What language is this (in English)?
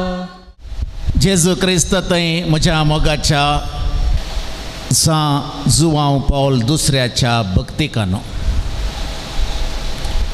Konkani